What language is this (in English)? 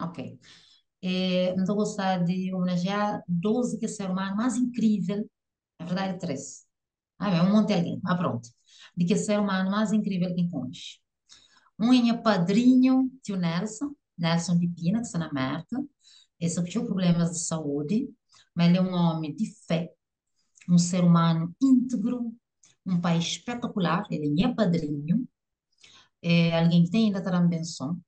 Kabuverdianu